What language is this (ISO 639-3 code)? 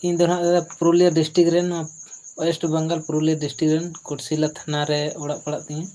sat